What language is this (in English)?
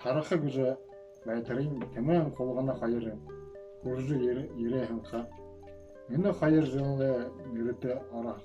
Buriat